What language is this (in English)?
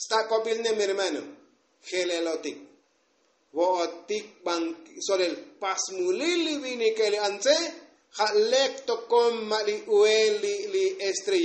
Tzotzil